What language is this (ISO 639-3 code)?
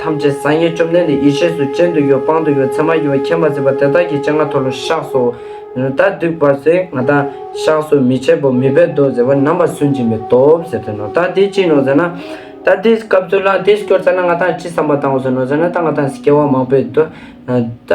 lbj